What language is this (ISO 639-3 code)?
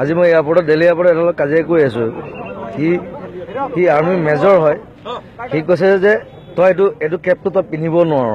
asm